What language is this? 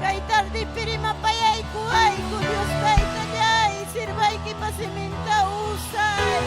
Ayacucho Quechua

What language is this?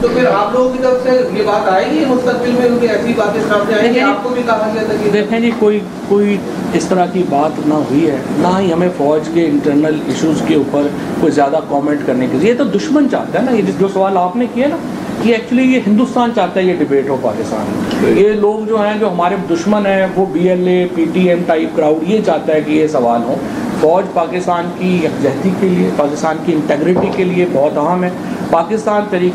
Urdu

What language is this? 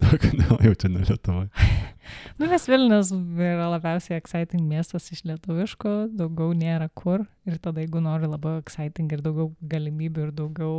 Lithuanian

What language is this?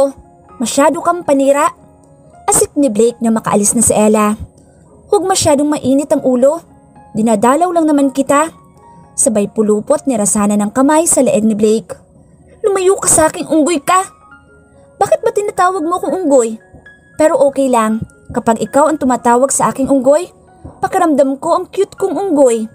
Filipino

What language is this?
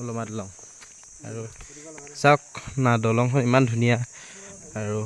Assamese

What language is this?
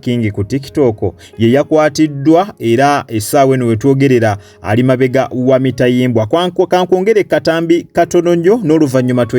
Ganda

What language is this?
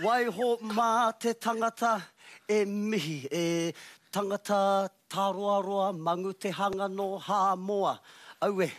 Māori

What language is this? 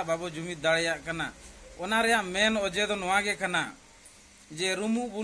Santali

